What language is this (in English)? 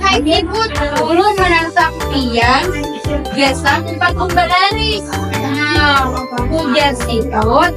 Banjar